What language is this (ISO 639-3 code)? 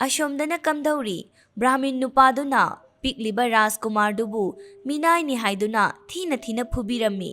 mni